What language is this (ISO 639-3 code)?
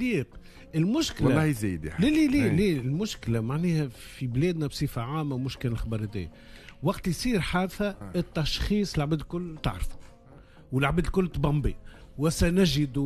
aeb